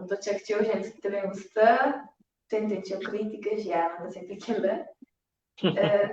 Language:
Kabuverdianu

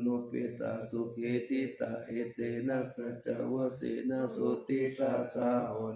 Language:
Pali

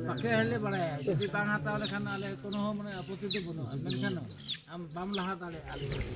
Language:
Santali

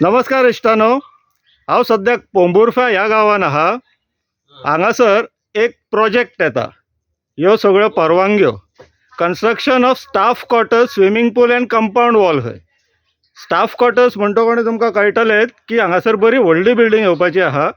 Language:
Konkani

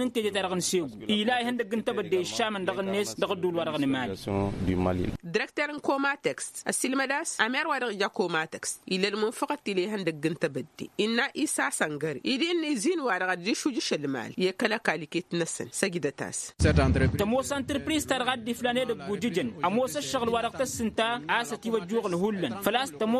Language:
Tamasheq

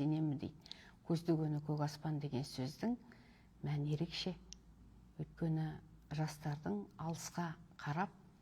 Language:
Kazakh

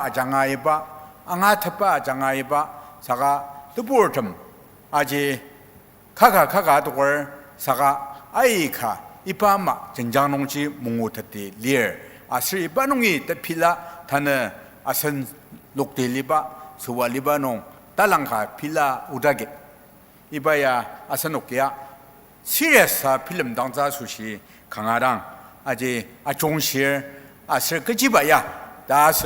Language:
Ao Naga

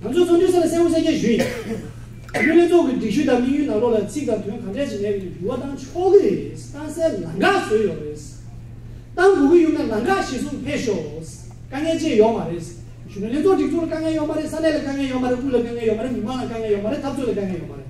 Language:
Tibetan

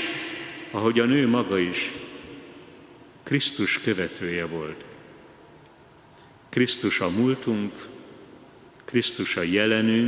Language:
Hungarian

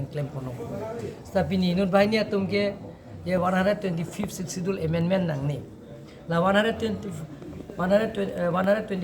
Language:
Karbi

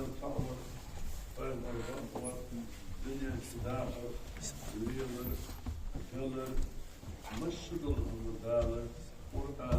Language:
Ingush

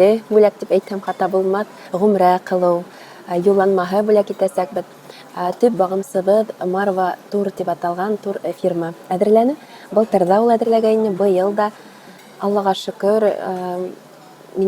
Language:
Bashkir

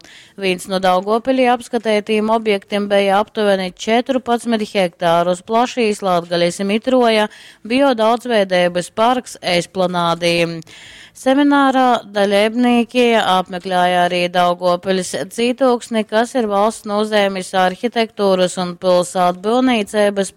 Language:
Latgalian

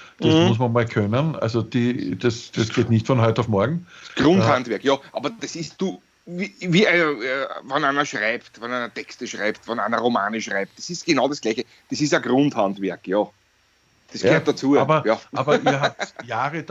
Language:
Bavarian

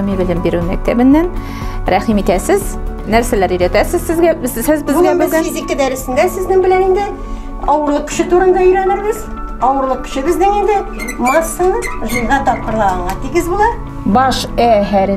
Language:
Tatar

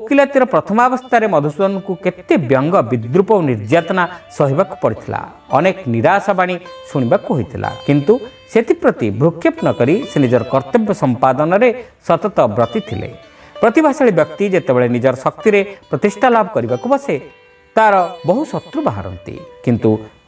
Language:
Odia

